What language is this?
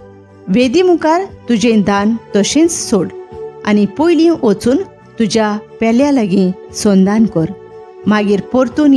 Konkani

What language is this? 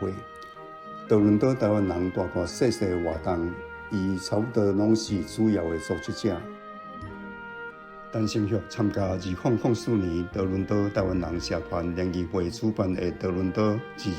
Min Nan Chinese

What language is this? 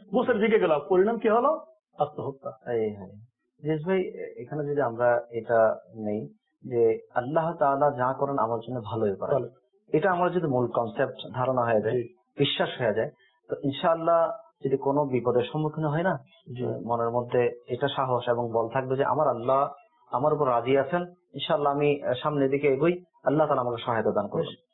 Bangla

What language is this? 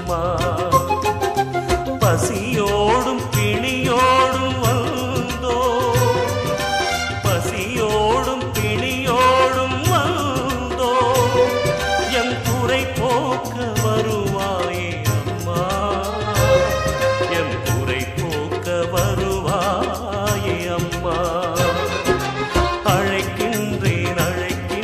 Tamil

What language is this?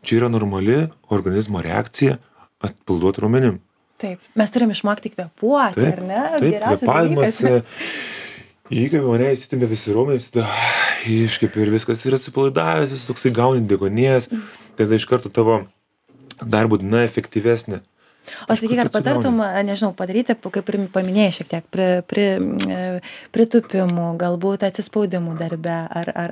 Lithuanian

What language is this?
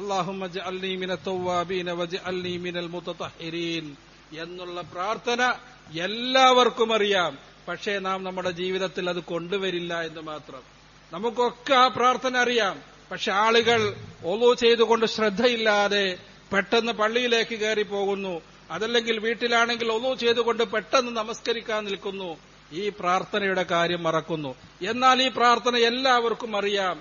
Malayalam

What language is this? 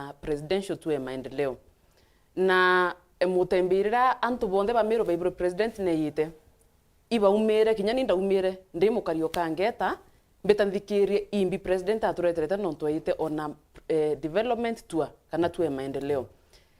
Meru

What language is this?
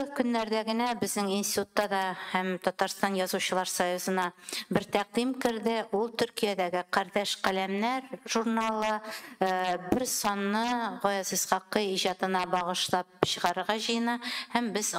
Tatar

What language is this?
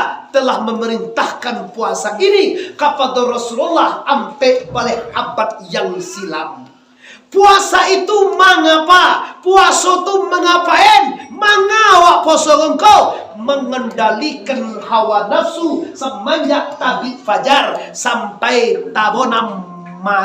Minangkabau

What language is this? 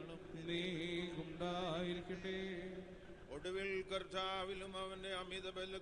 Malayalam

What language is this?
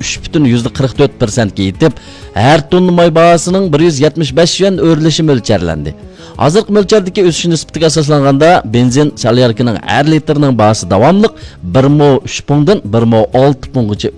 Uyghur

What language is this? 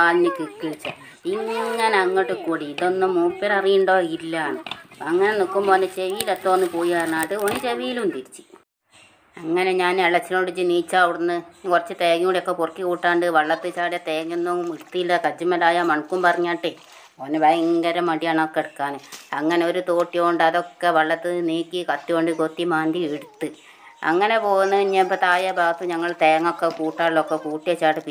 Malayalam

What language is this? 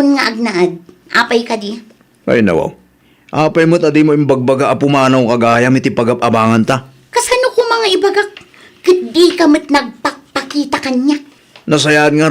Iloko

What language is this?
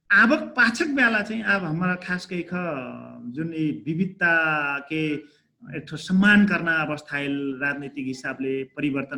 Dangaura Tharu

